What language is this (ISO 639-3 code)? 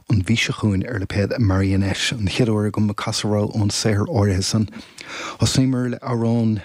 gle